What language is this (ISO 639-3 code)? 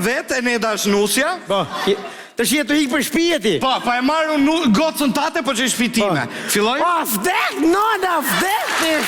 sqi